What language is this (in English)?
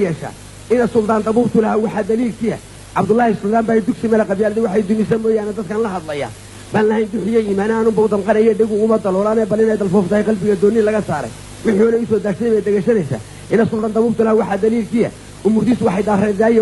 Somali